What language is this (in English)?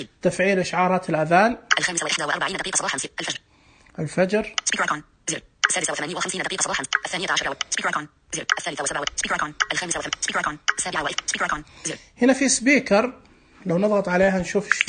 Najdi Arabic